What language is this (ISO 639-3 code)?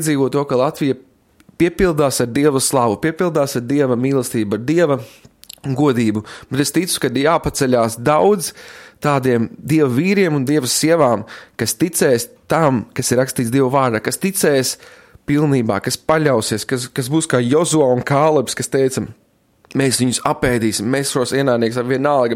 lav